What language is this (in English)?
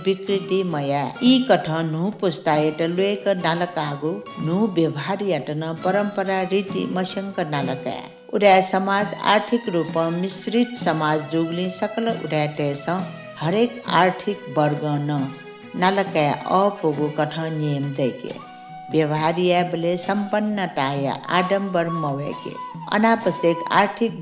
Newari